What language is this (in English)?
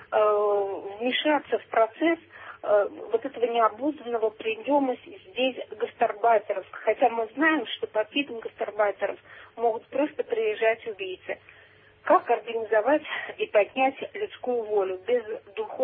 Russian